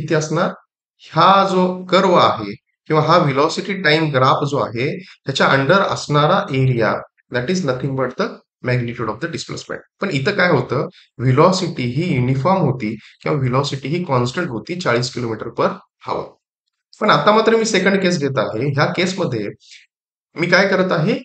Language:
Marathi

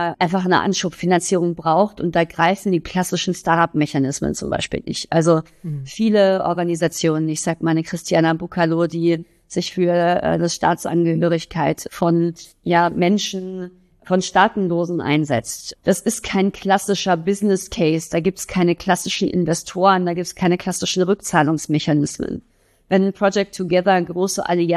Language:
German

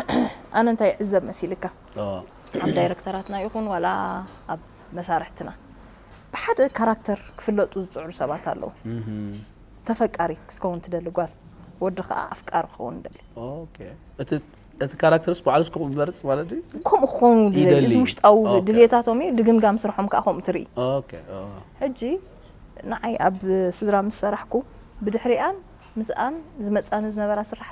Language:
Tigrinya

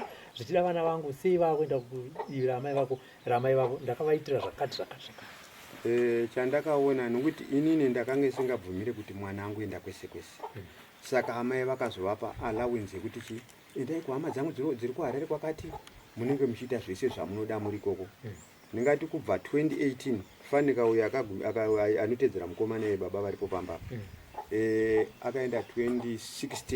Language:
Shona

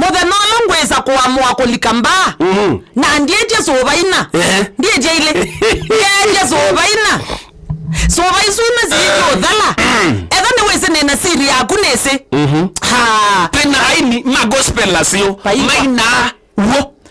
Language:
Kamba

